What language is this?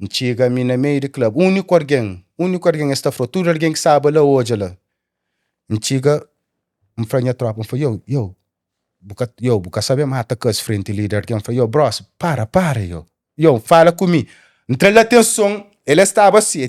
Kabuverdianu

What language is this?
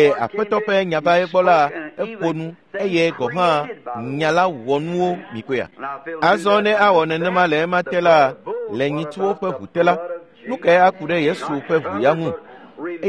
Ewe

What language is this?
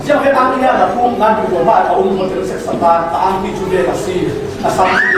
Falam Chin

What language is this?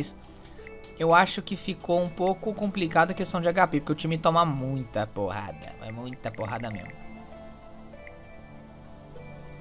Portuguese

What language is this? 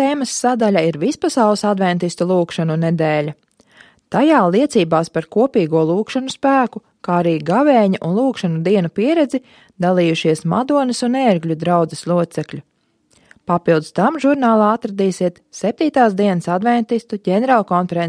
Latvian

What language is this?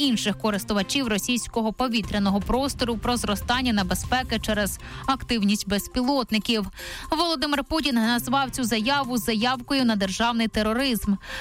Ukrainian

